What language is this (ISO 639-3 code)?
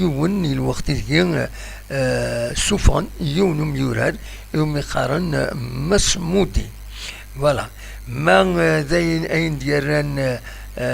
kab